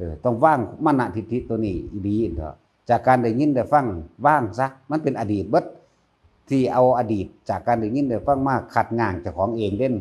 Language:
Northeastern Thai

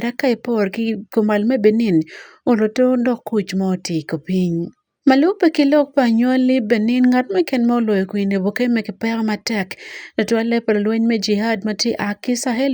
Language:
Acoli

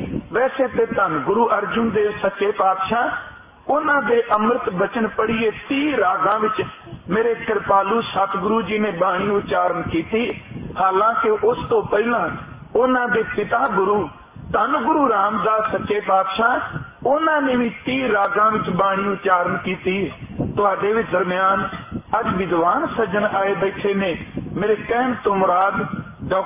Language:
Punjabi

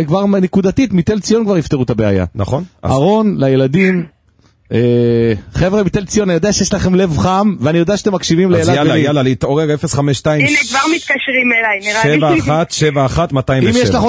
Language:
Hebrew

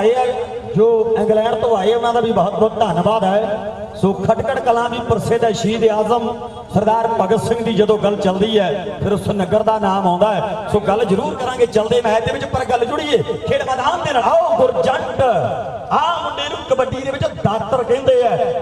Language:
Punjabi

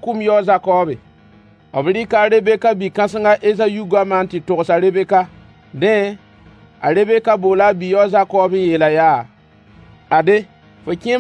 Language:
Mossi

